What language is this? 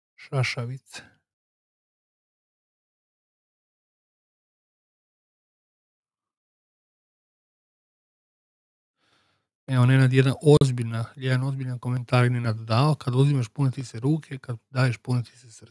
Croatian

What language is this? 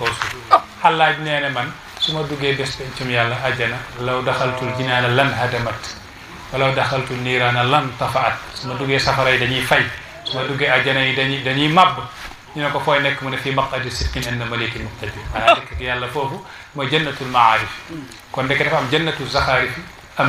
Wolof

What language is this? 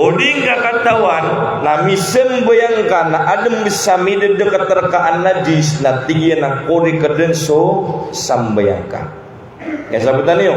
Maranao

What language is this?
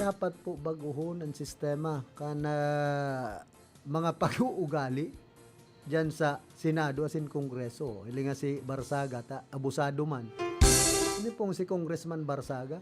Bikol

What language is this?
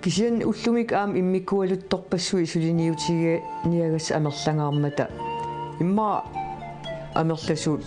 Kalaallisut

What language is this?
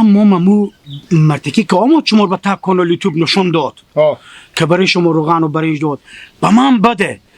Hazaragi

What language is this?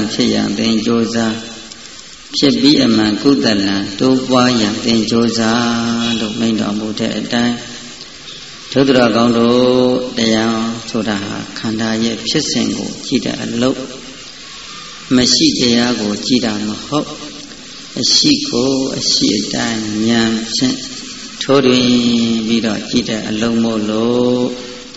Burmese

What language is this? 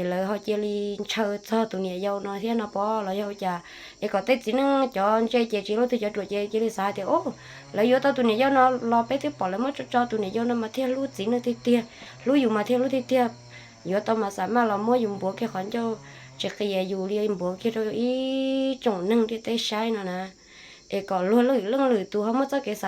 Hmong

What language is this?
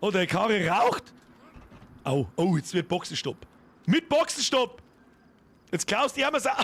Bavarian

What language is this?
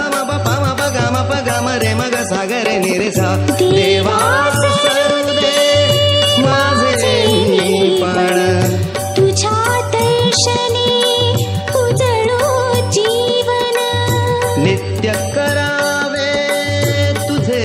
Marathi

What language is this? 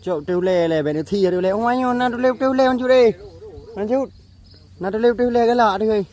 Achinese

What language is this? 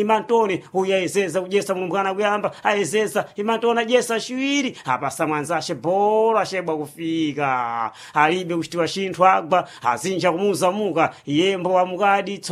Sena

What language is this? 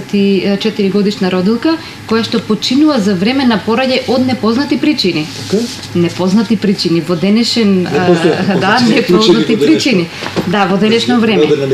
Macedonian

